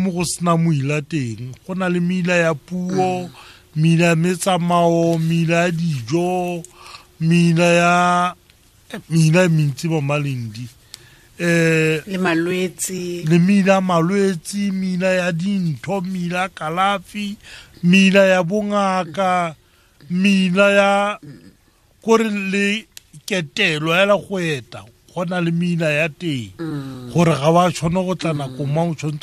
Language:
Tswana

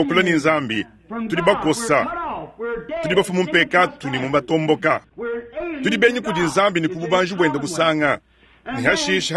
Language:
Luba-Lulua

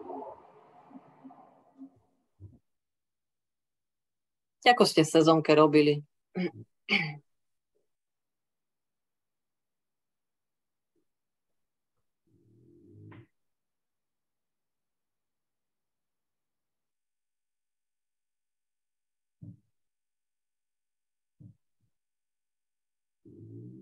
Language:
Slovak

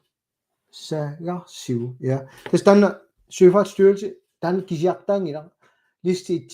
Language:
Kalaallisut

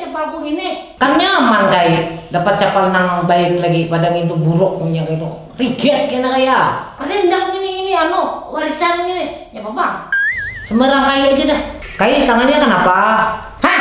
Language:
Banjar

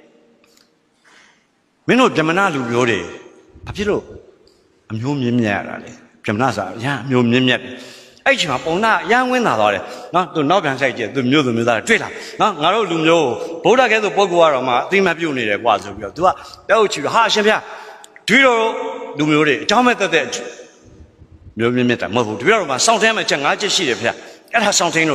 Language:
Burmese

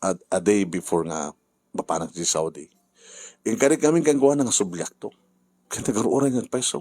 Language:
Iloko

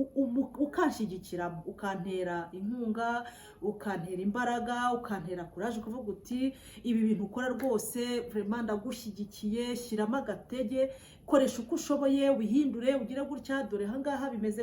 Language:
Kinyarwanda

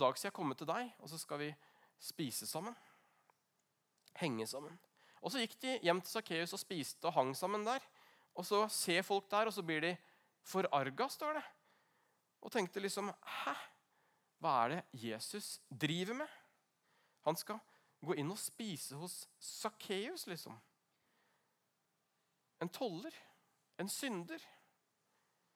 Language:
Norwegian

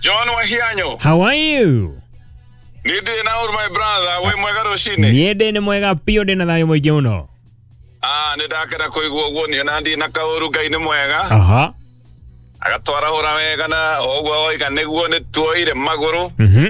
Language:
Kikuyu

